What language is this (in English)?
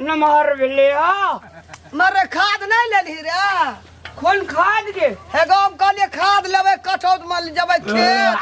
Maithili